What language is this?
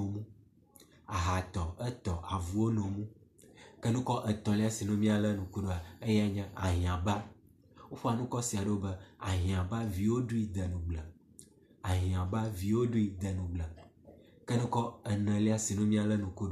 Ewe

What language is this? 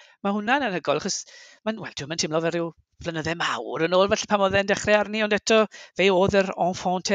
Welsh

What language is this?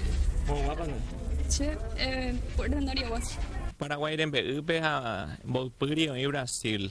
Guarani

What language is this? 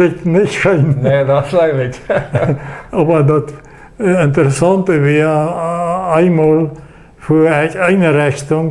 Plautdietsch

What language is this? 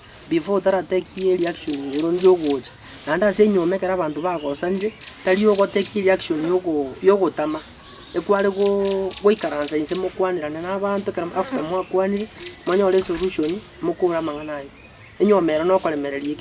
Gusii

